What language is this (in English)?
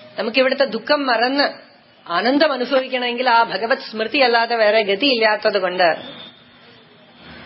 Malayalam